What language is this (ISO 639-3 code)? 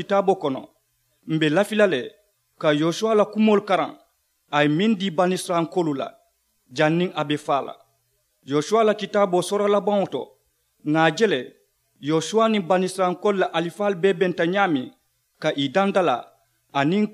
man